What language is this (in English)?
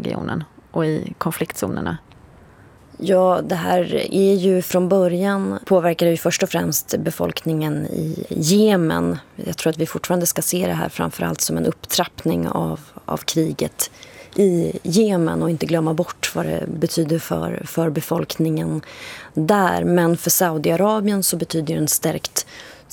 Swedish